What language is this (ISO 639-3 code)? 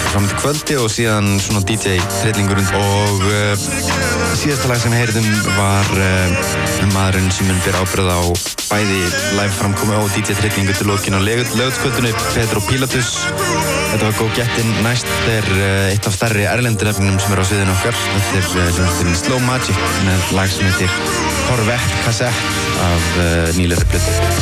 isl